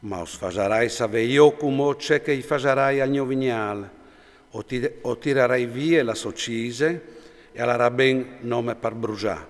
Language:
Friulian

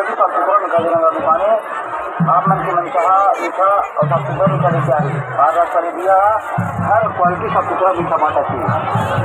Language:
Chhattisgarhi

